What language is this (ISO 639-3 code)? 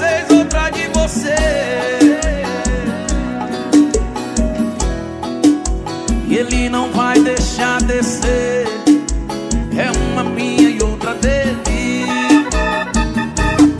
por